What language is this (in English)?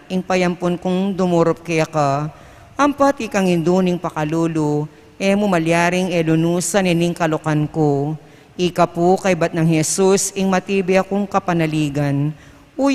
Pampanga